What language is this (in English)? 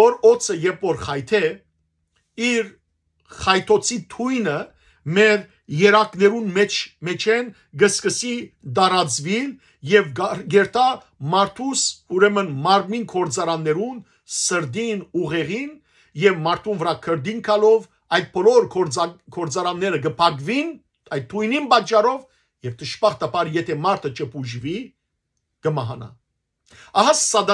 Western Armenian